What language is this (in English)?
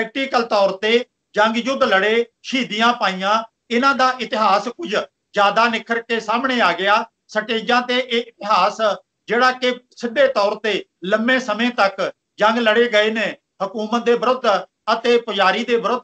Punjabi